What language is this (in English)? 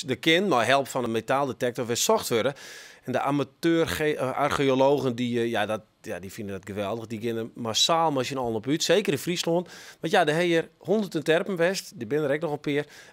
Western Frisian